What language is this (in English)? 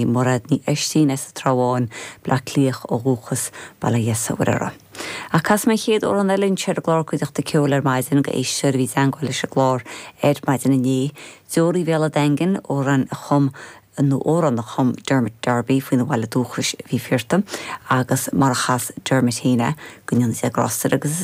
Irish